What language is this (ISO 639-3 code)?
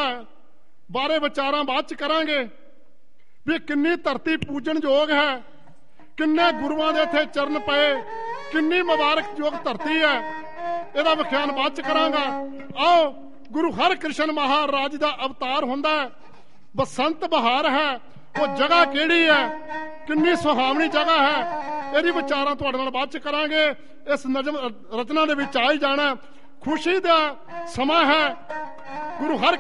pan